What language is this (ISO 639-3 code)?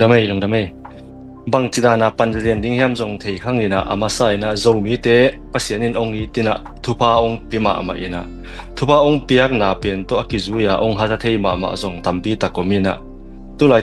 ctd